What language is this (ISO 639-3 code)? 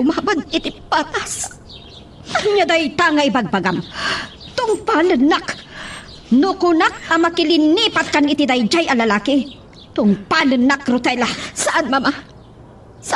ilo